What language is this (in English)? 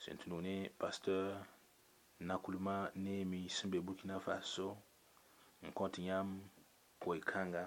Mossi